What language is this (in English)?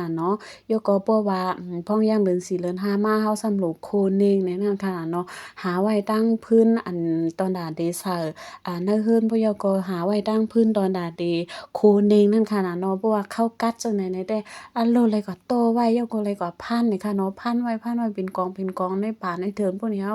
Shan